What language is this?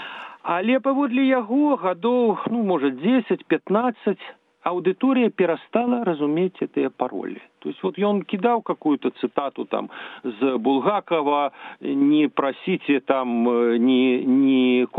Belarusian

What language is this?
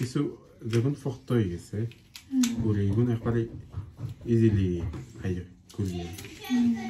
Sylheti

